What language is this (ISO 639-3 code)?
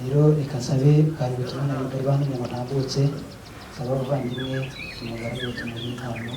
kin